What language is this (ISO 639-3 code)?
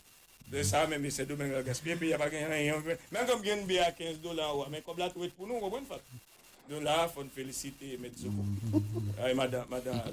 hat